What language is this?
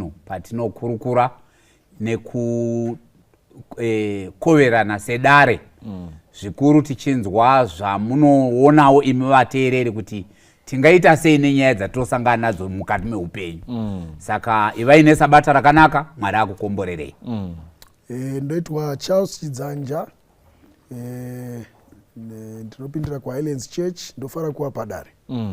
Shona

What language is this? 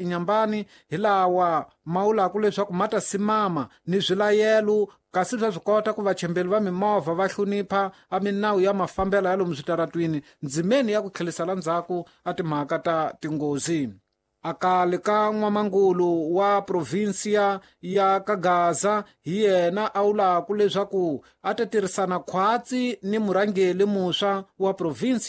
Tsonga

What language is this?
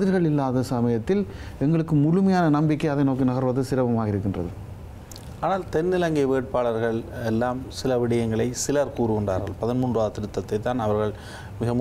Tamil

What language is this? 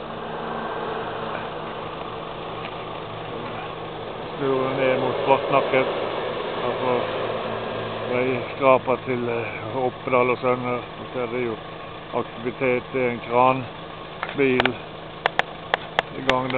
Norwegian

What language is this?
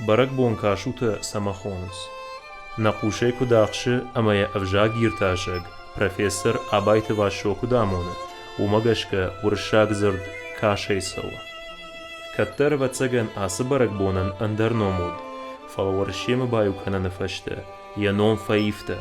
Ossetic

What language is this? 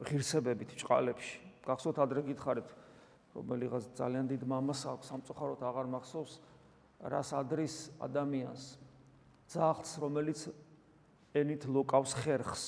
Georgian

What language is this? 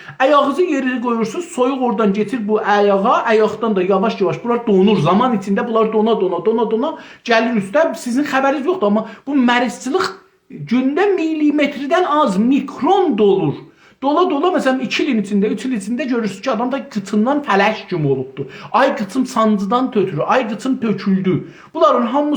South Azerbaijani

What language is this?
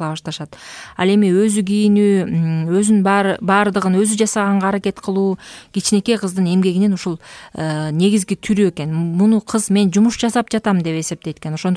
Kyrgyz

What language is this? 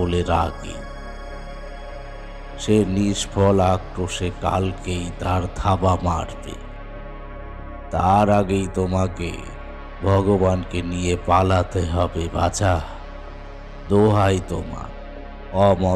Bangla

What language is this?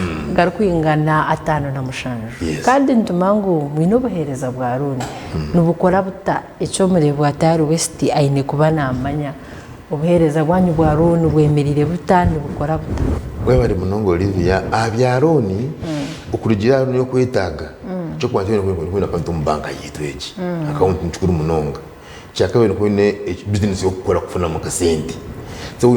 Nyankole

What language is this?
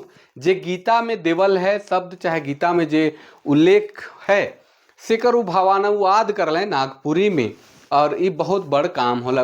Sadri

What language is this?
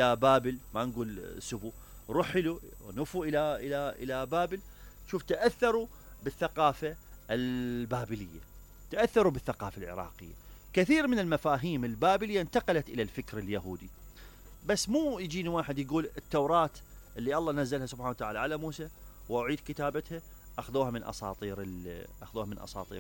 Mesopotamian Arabic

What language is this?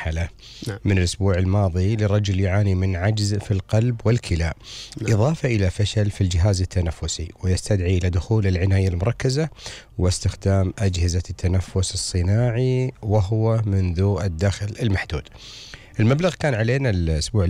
Gulf Arabic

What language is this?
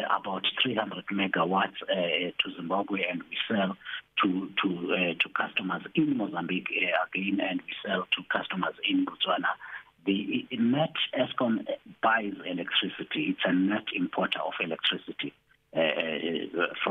English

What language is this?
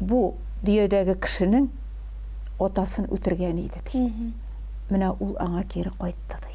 Tatar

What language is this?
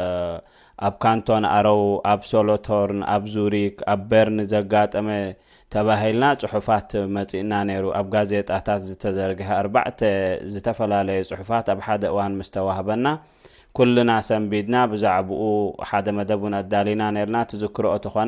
Tigrinya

